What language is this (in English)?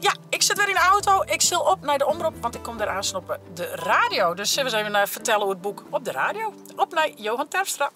Western Frisian